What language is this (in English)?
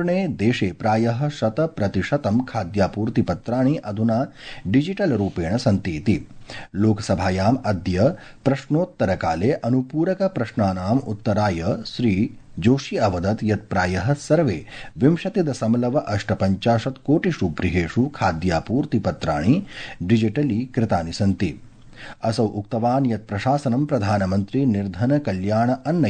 Sanskrit